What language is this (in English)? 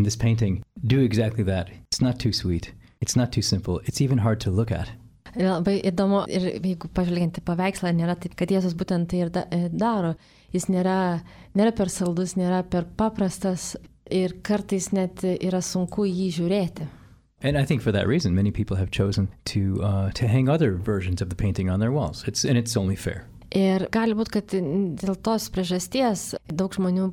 Lithuanian